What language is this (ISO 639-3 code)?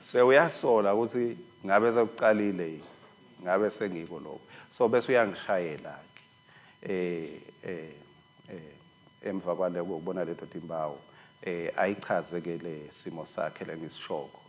ssw